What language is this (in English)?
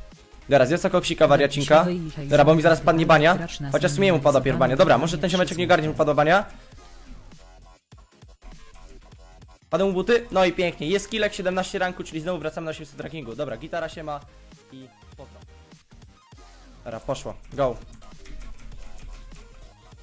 Polish